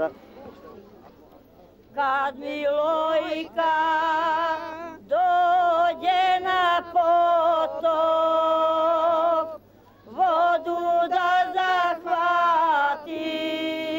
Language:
Serbian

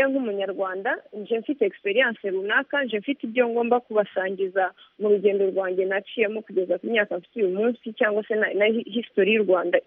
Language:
Kinyarwanda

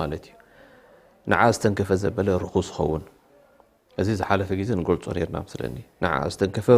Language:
Tigrinya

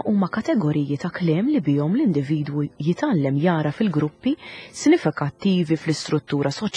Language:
Maltese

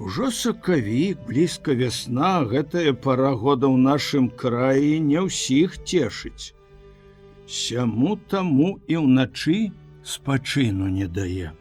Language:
Belarusian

